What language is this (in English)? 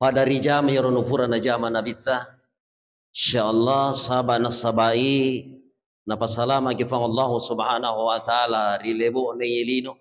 Buginese